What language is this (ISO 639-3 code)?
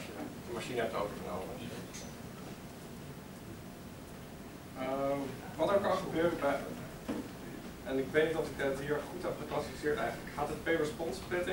nld